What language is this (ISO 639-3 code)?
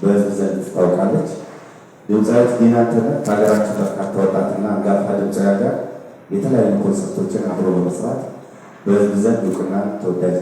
amh